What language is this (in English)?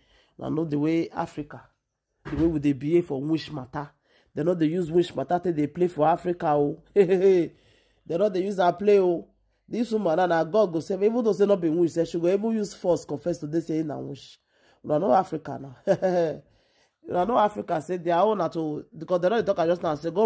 Nigerian Pidgin